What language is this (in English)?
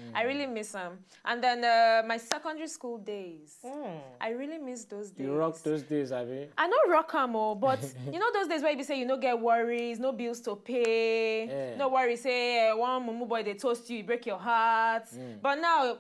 Nigerian Pidgin